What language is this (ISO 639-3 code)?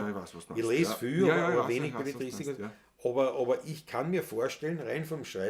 bar